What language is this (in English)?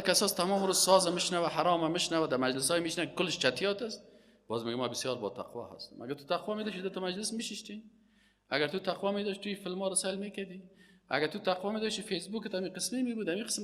Persian